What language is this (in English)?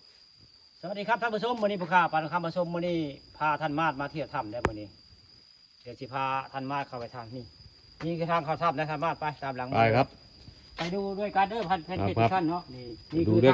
Northeastern Thai